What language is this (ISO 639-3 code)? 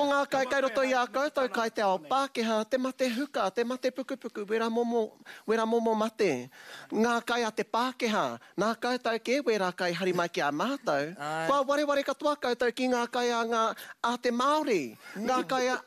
mri